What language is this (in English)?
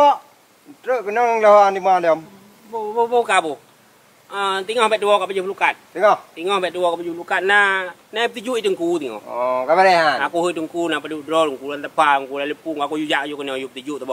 Achinese